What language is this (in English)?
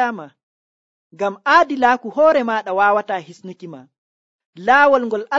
Nigerian Fulfulde